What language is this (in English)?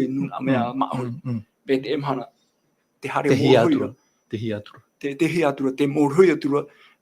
Tahitian